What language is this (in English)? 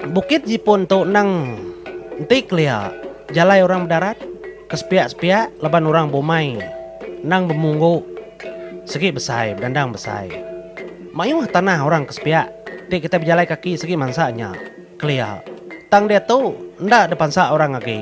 Iban